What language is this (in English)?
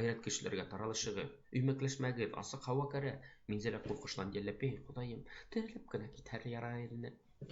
Bashkir